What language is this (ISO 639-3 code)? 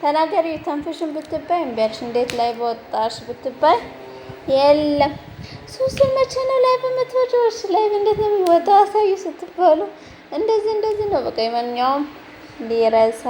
amh